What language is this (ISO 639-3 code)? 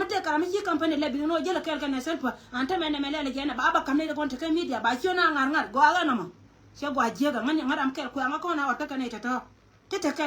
nus